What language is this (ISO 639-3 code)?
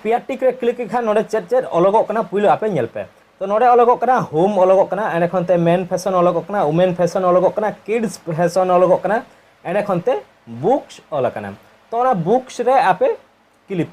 sat